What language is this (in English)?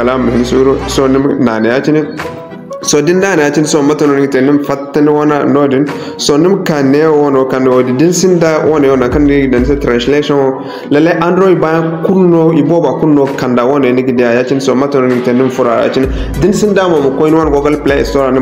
Zarma